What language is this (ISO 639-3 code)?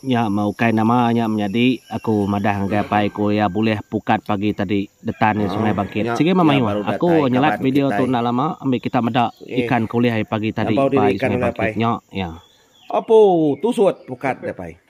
iba